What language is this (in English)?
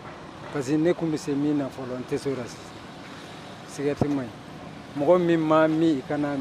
Bambara